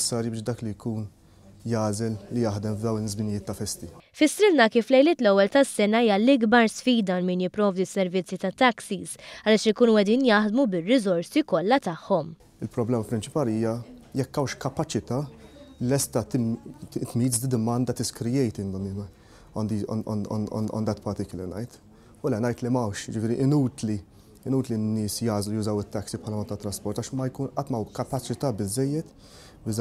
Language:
Maltese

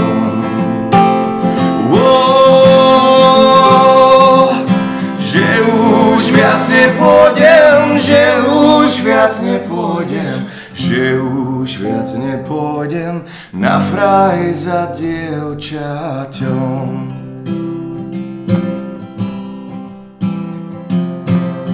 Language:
Slovak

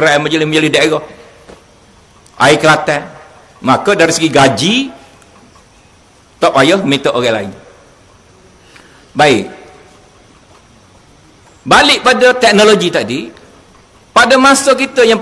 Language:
Malay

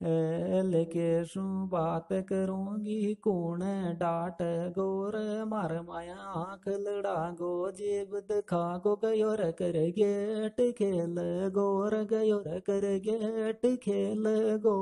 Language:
Sanskrit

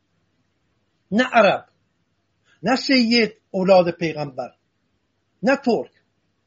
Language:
Persian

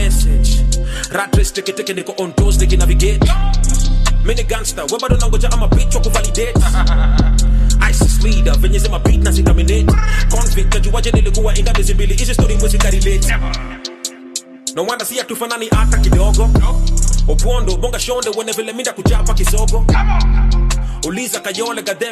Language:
Swahili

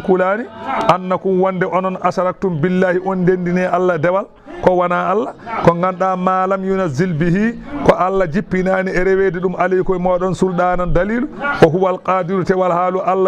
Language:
Fula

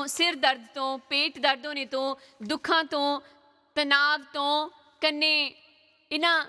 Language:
Dogri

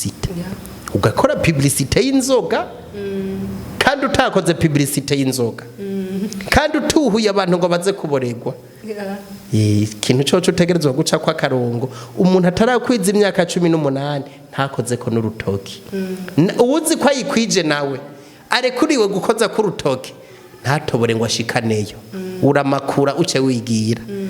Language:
Rundi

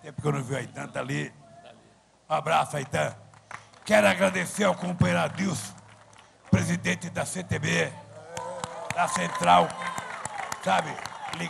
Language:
Portuguese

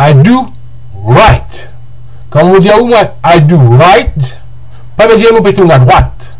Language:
Morisyen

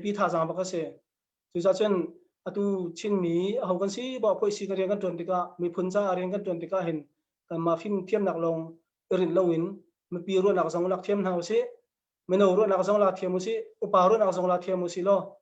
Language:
Hakha Chin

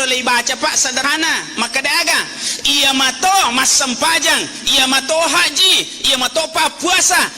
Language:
Buginese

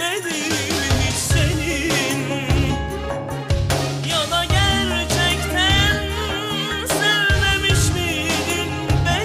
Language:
Turkish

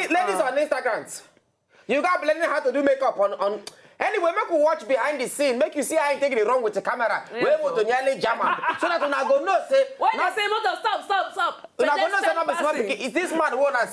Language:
Nigerian Pidgin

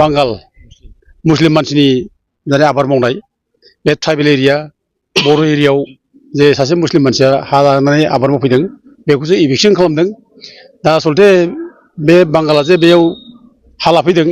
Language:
Bodo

